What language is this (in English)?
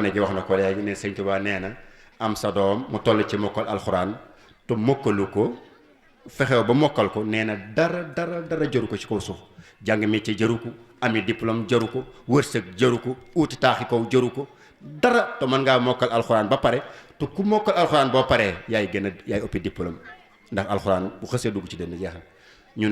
Wolof